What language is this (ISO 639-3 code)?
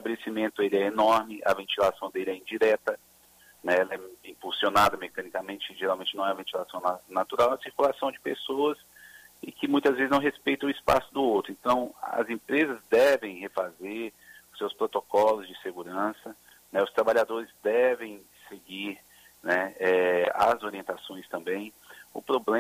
por